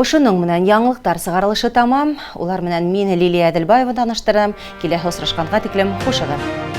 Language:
Bashkir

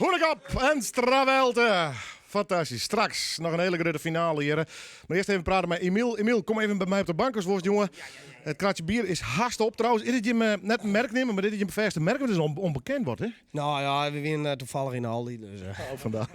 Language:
Western Frisian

